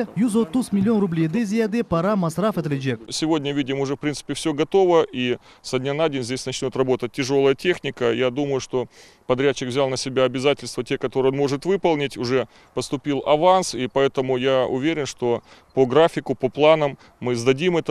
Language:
Crimean Tatar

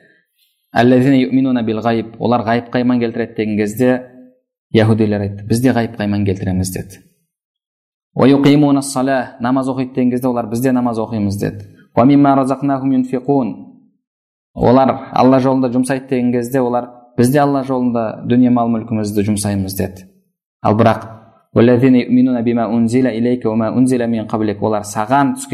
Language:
Kazakh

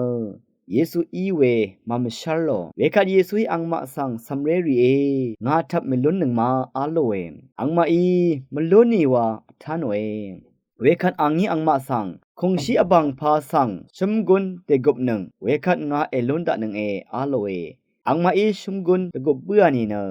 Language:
Rawang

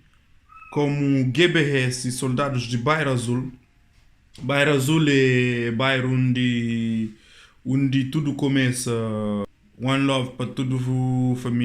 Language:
Kabuverdianu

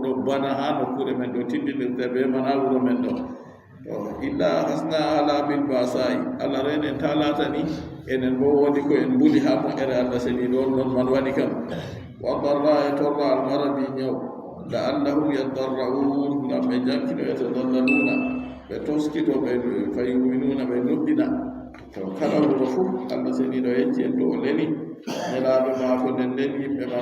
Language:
Adamawa Fulfulde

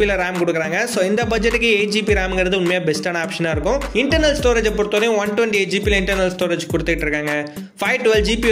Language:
Tamil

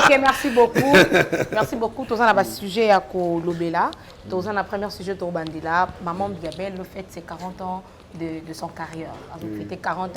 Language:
Lingala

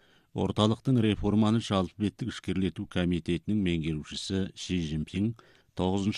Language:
Kazakh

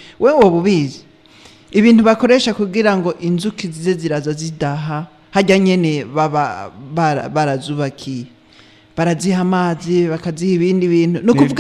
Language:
Rundi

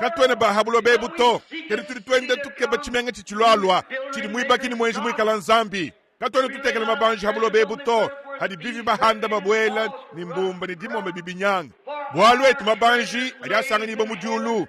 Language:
Luba-Lulua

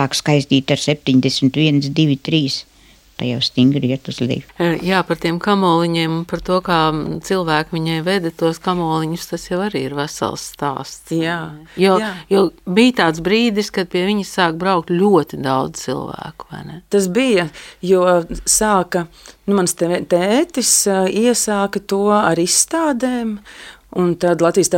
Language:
Latvian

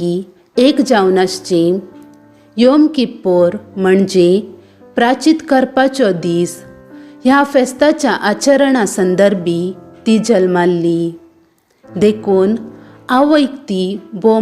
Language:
Konkani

